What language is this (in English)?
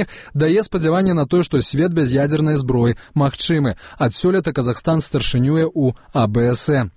Belarusian